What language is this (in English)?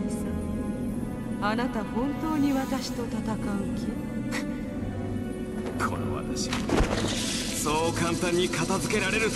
Japanese